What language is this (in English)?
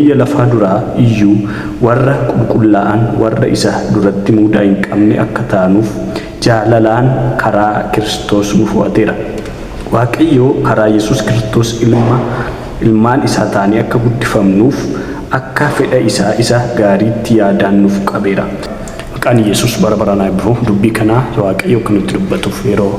Oromo